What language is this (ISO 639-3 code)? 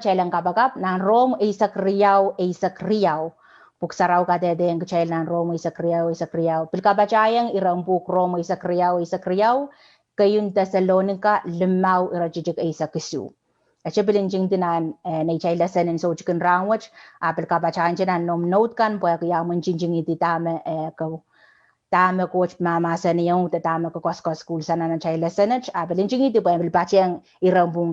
pon